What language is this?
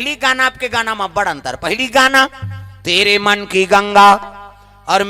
Chhattisgarhi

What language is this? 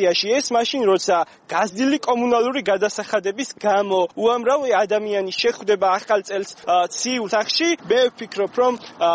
Georgian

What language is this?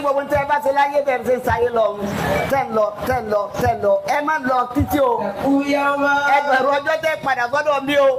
Yoruba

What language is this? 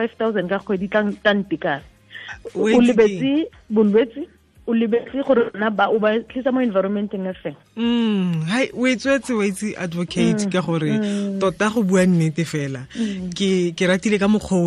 Tswana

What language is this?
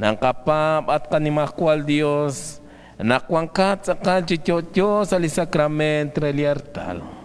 Kekchí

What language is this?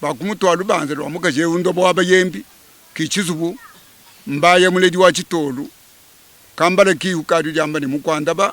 Luba-Lulua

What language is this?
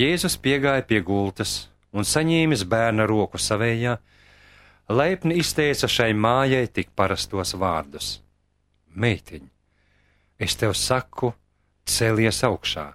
Latvian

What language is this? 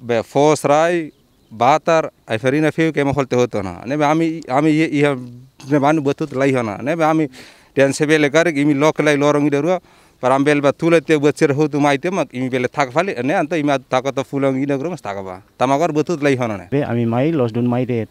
Tetum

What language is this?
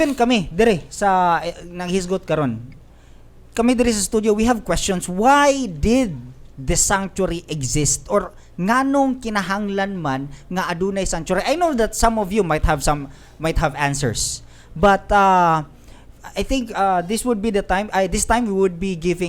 Cebuano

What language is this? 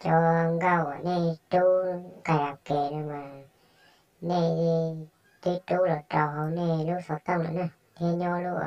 Hmong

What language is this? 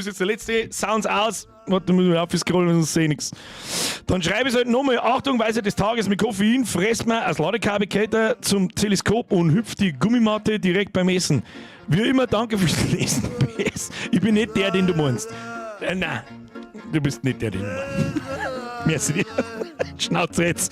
Bavarian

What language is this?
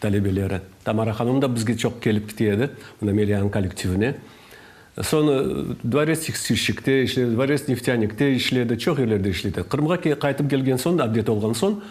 Crimean Tatar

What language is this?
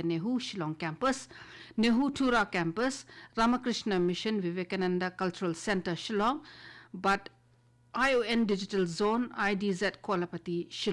Khasi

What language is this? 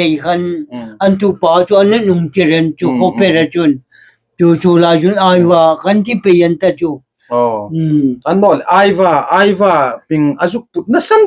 Hmar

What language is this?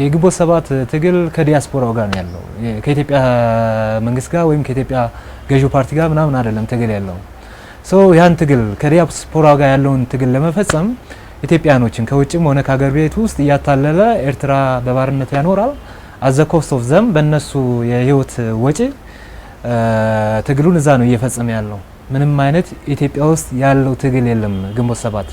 Amharic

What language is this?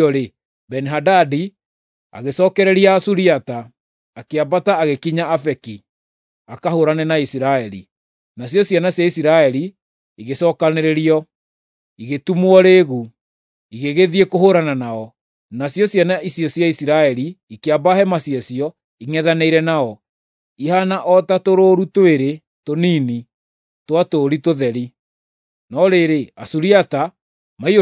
Kikuyu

